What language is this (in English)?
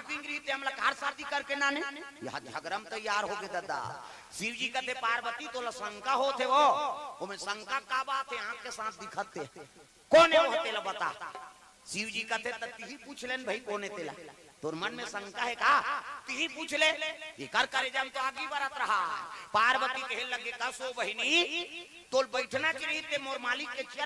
Chhattisgarhi